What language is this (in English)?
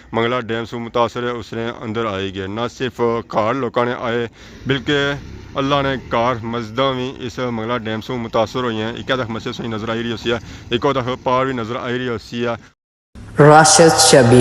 Pahari-Potwari